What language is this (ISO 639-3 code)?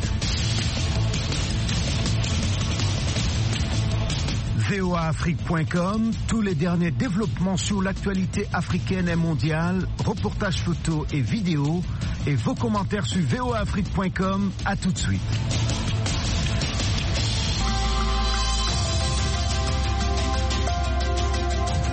fra